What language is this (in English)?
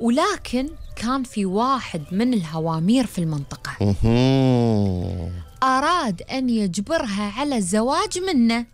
Gulf Arabic